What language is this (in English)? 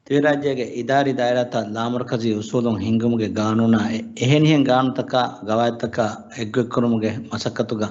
Divehi